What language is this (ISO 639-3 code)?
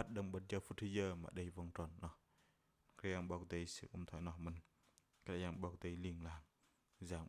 bdq